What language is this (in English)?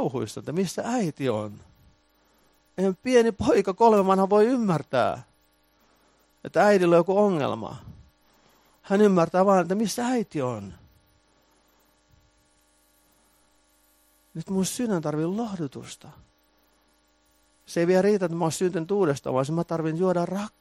Finnish